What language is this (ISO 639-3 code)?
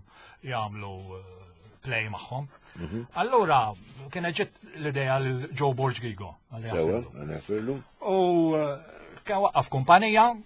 mlt